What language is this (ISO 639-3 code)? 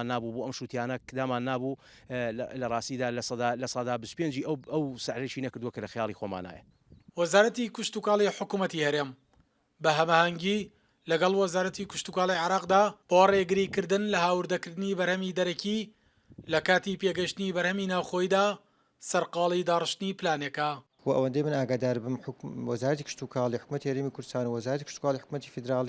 ckb